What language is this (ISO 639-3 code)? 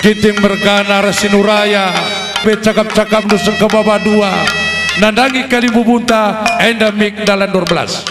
btx